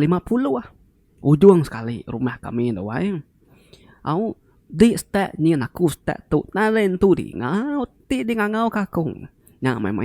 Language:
Iban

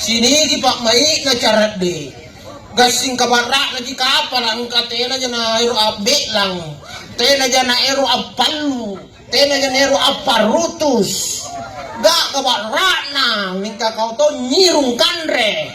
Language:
Makasar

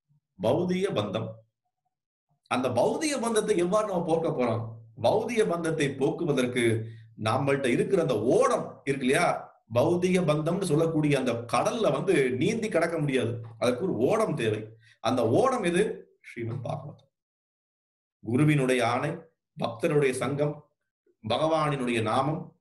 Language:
Tamil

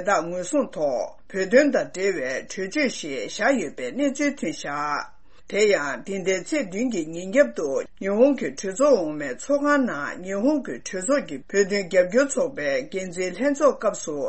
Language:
Tibetan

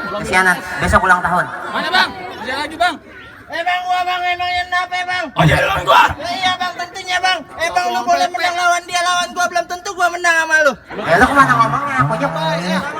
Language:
Betawi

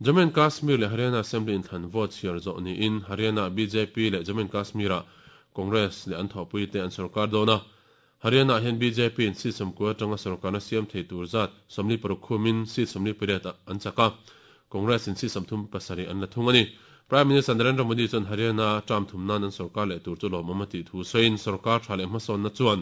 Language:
Mizo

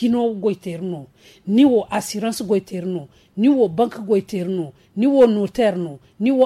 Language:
Zarma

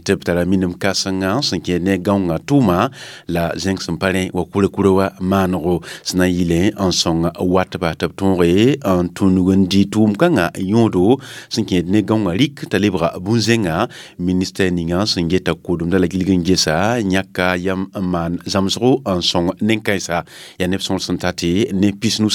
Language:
Mossi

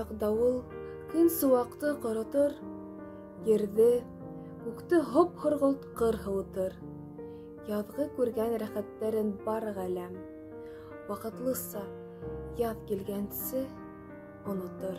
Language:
Bashkir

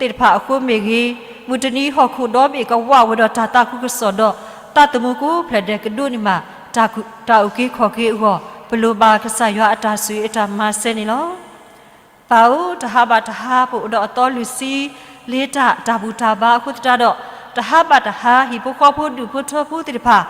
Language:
S'gaw Karen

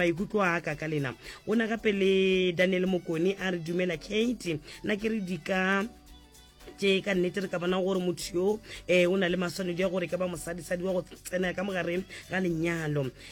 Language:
Northern Sotho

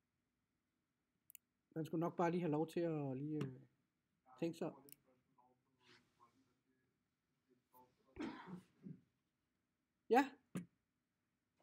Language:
Danish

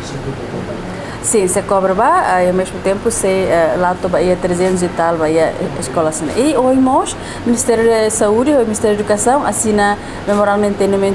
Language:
Tetum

